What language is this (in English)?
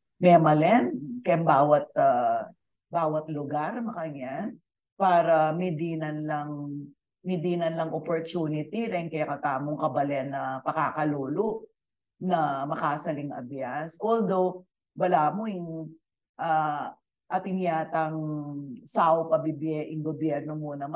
Pampanga